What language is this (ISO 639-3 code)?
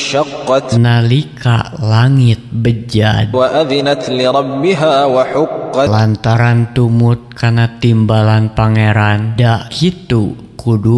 sun